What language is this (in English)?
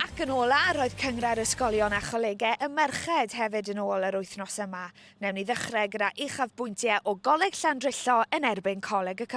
Welsh